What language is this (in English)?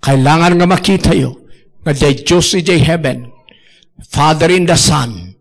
Iloko